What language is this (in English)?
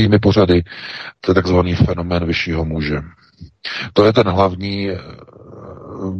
Czech